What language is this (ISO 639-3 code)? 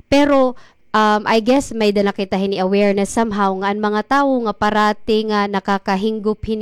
war